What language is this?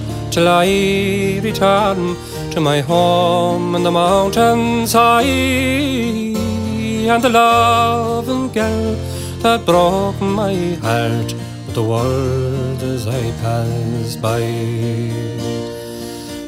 English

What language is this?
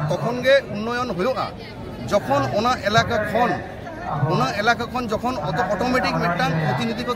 Santali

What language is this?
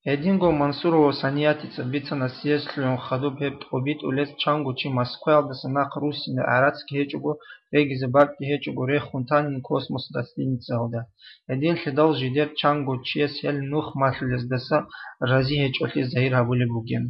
Avaric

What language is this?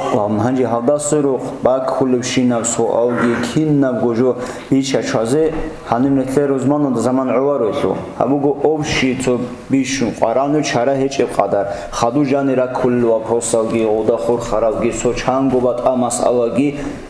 Avaric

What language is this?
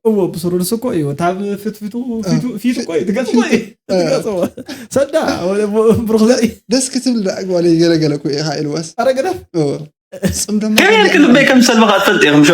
Tigrinya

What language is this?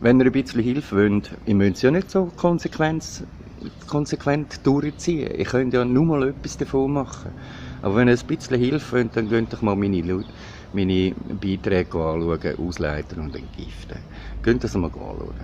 Swiss German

